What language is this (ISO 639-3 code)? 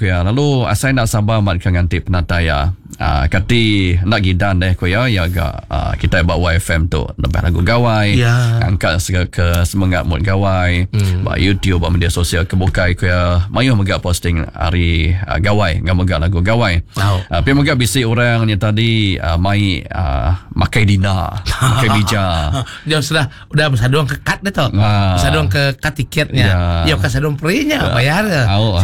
iba